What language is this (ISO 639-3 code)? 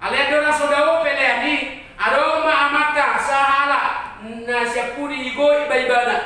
bbc